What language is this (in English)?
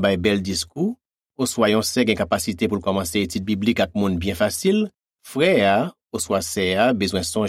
Haitian Creole